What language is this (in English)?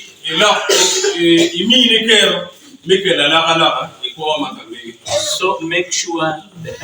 Acoli